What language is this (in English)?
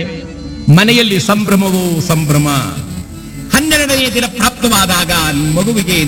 Kannada